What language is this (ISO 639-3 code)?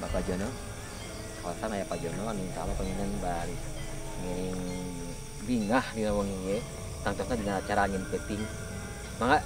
sun